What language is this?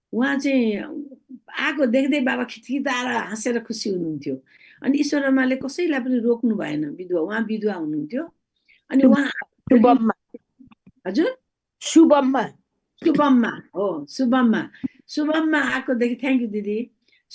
Nepali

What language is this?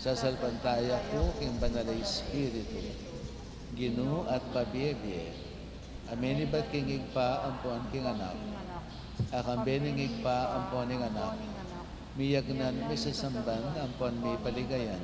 Pampanga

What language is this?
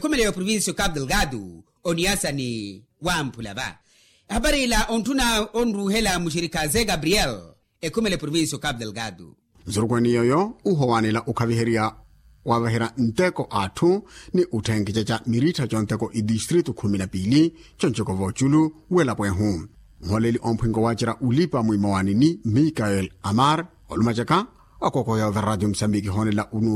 Makhuwa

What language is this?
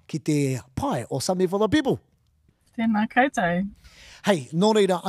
Māori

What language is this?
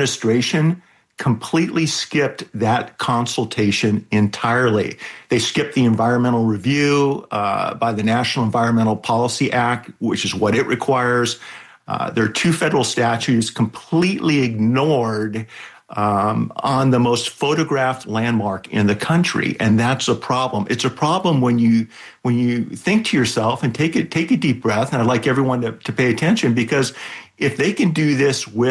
English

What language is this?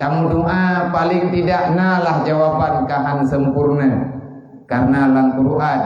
Achinese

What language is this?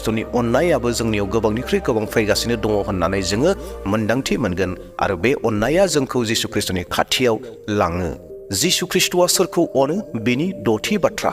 Bodo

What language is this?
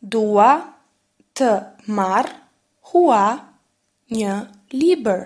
Albanian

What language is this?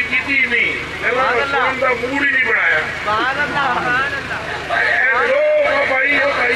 Urdu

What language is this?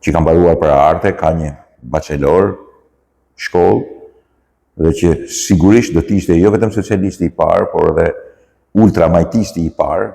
Albanian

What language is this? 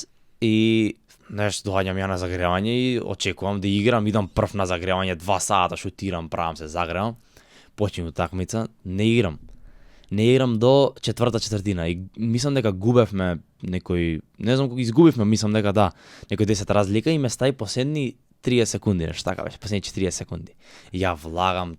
Macedonian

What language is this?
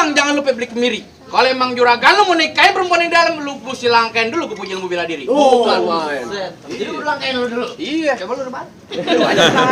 Betawi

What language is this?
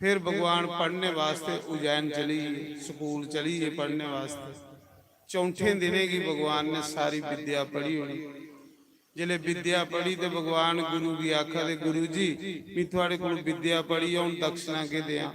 Dogri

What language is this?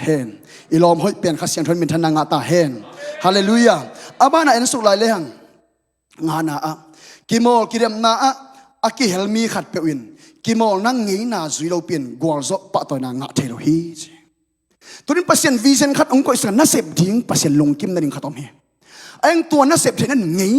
Tedim Chin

